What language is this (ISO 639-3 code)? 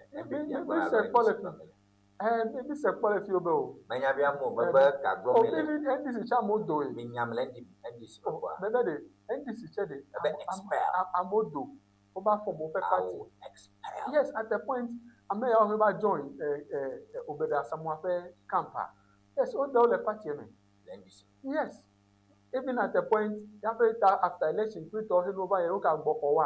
ewe